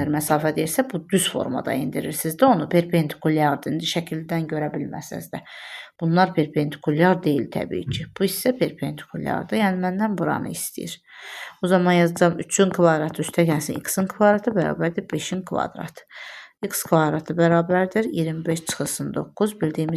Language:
Azerbaijani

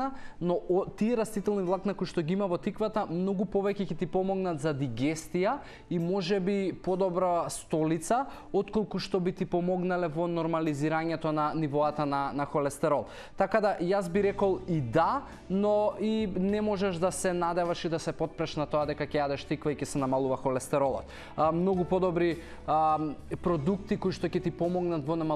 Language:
Macedonian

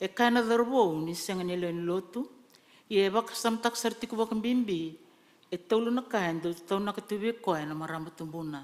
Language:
Fijian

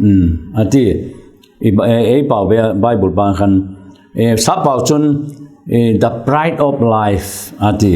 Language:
Vaiphei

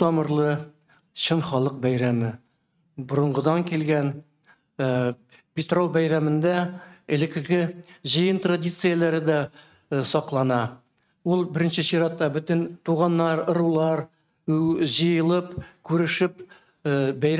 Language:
Tatar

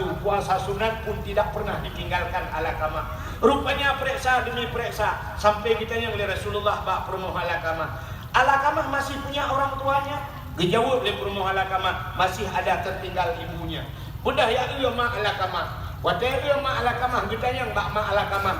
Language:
Achinese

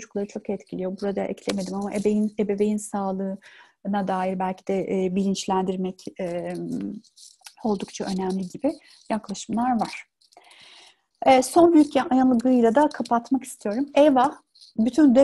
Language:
Turkish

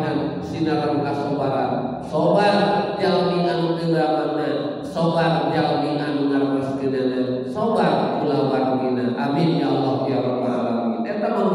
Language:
Sundanese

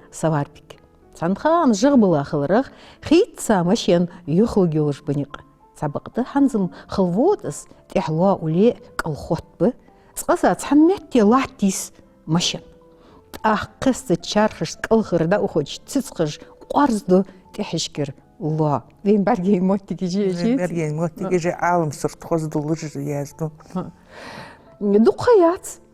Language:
Ingush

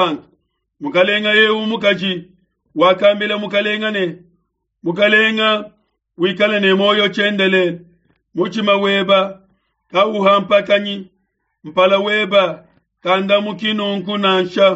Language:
Luba-Lulua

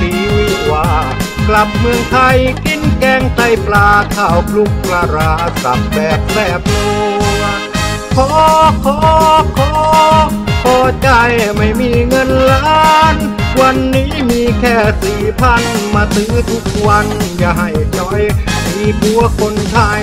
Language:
Thai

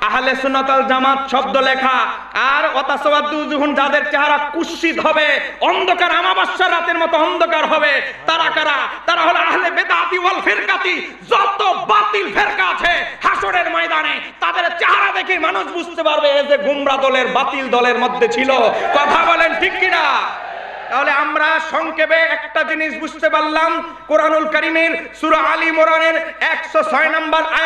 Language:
Bangla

